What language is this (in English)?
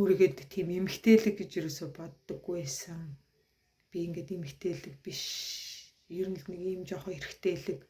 Mongolian